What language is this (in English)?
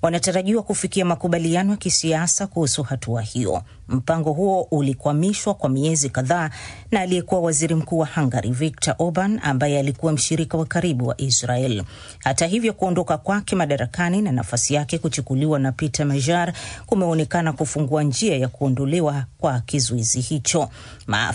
Swahili